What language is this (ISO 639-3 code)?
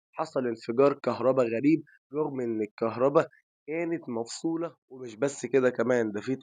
arz